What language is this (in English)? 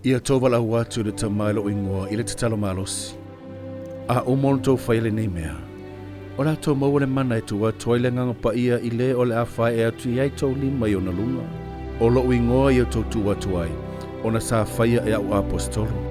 Samoan